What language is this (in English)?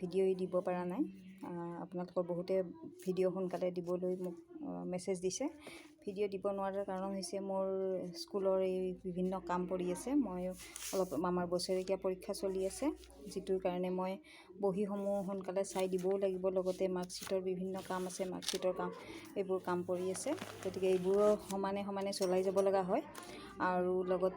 Assamese